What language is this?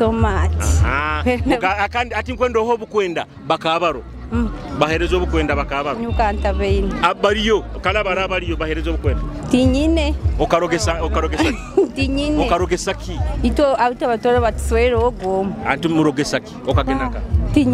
Nyoro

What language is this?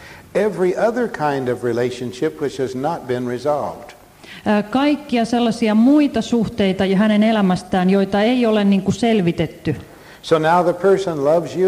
Finnish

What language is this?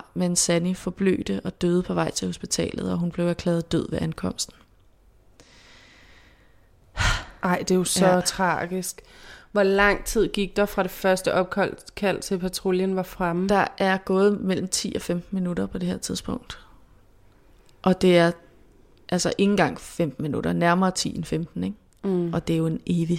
Danish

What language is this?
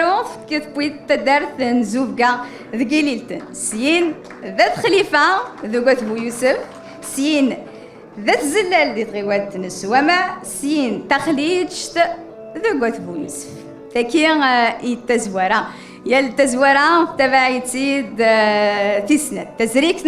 Kabyle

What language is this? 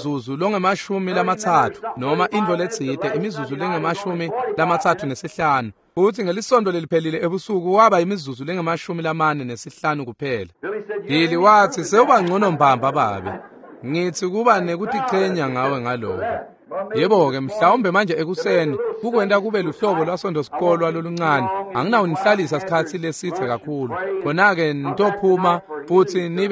Swati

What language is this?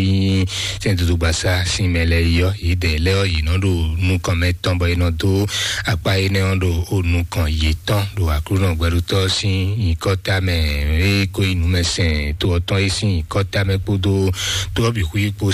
Fon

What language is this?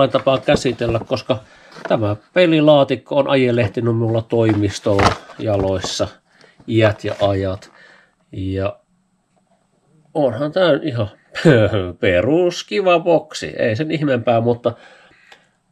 Finnish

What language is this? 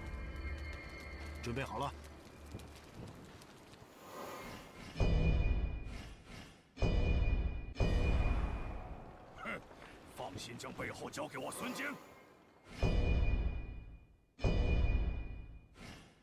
Chinese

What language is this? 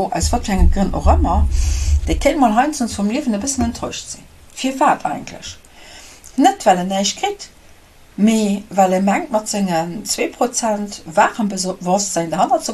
Luxembourgish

